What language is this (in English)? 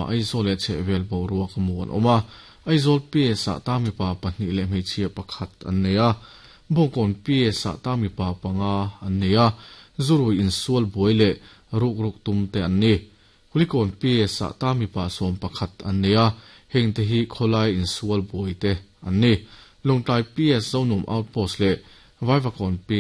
Mizo